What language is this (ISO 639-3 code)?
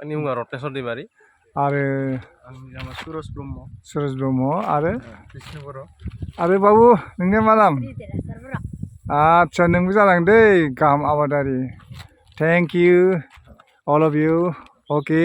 brx